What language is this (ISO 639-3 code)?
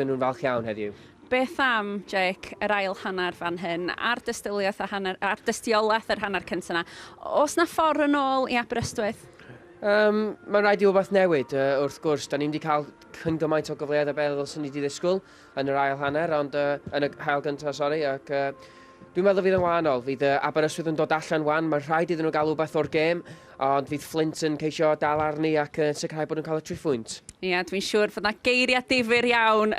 cym